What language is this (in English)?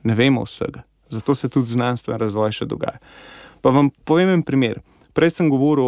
Slovenian